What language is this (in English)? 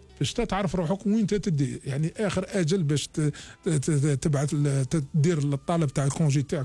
Algerian Arabic